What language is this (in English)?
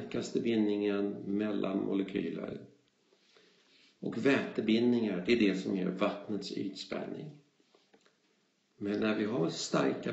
Swedish